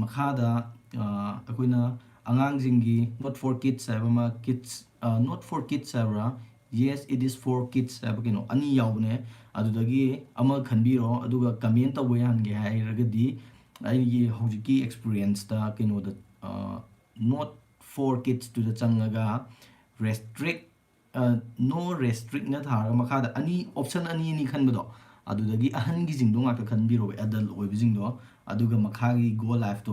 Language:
Manipuri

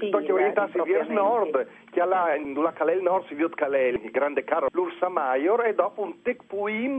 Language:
Friulian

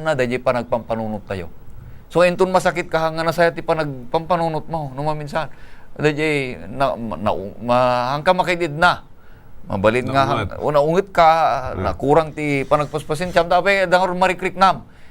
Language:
Iloko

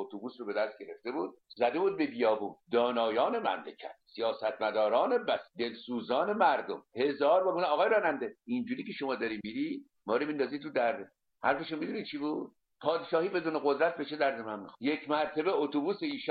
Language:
Persian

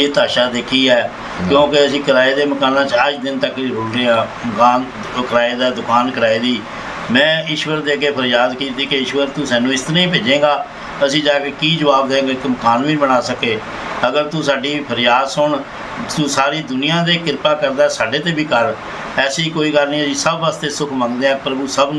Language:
Punjabi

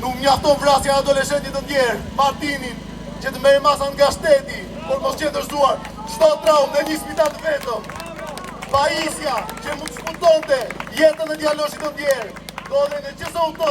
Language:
Albanian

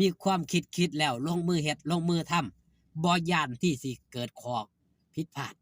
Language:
Northeastern Thai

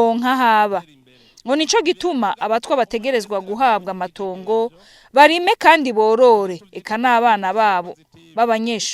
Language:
Rundi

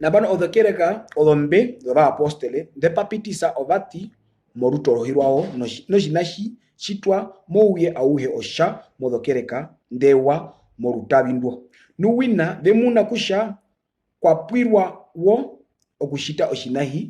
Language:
Herero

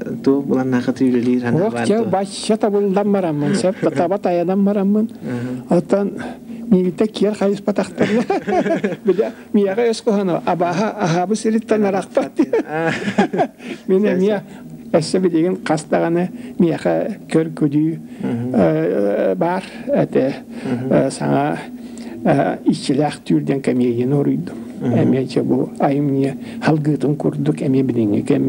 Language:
Yakut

